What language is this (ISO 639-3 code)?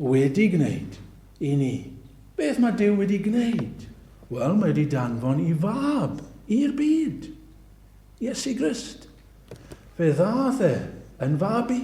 cym